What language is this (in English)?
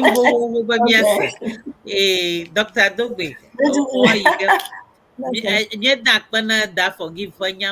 Ewe